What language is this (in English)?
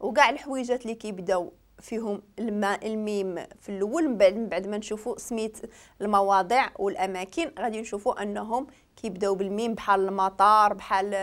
Moroccan Arabic